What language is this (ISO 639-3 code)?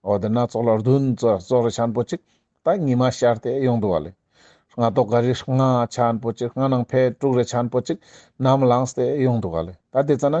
lbj